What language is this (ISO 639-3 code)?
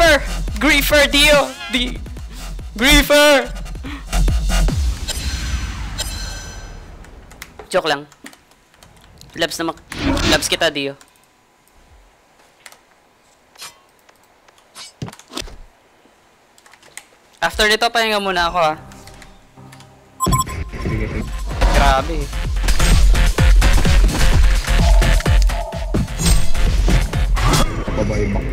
fil